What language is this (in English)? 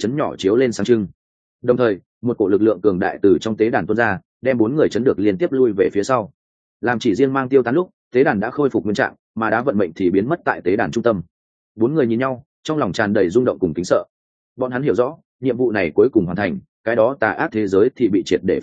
Vietnamese